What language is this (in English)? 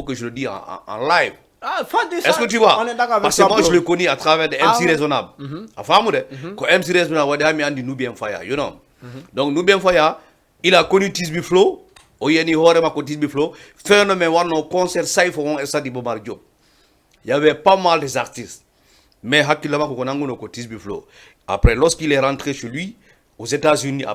Fula